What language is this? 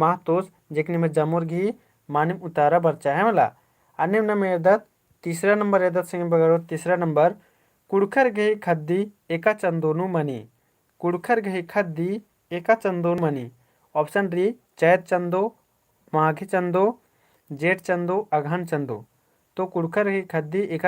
Kurukh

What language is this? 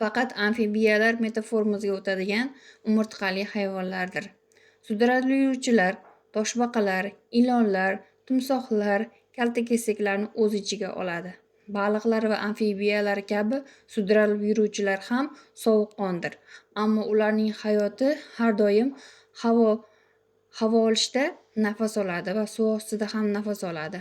Uzbek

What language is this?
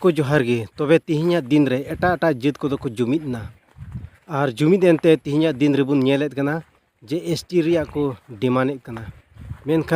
Santali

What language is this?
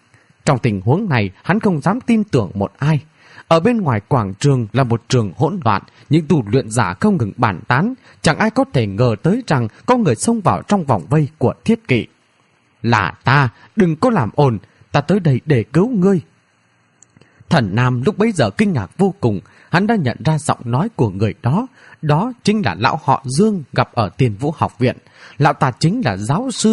Vietnamese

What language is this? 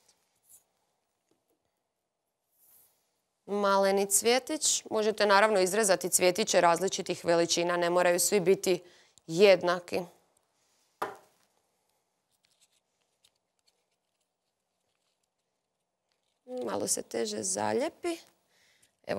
Croatian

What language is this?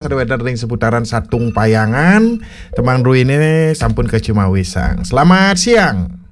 Balinese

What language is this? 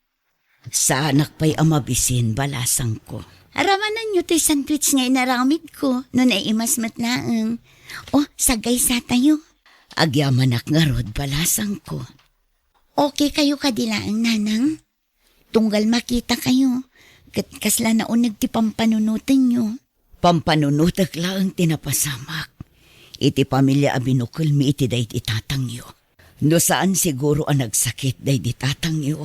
Iloko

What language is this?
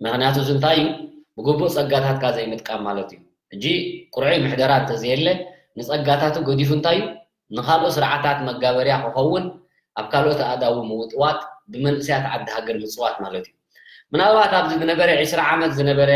Tigrinya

